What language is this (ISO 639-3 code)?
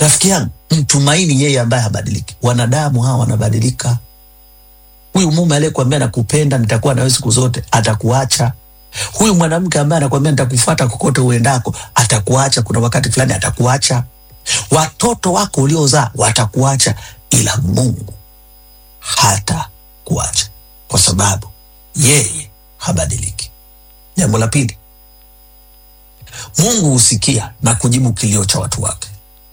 swa